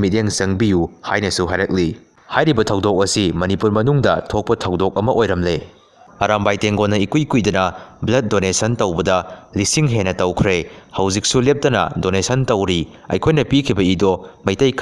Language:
Manipuri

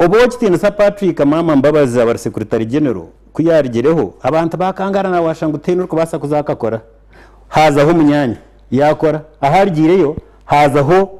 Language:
Nyankole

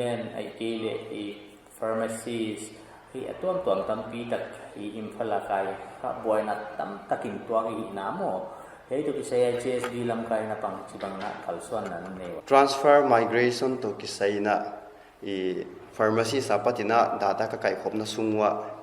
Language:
Paite Chin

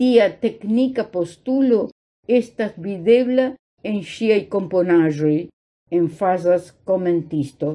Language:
Esperanto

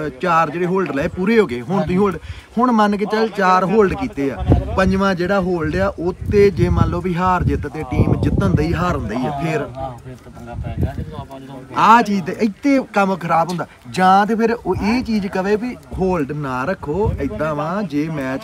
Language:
Punjabi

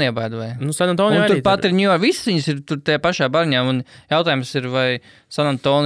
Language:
Latvian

